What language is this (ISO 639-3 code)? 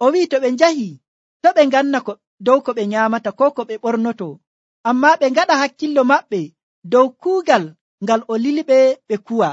fuv